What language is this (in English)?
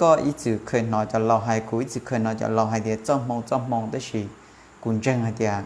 Hmong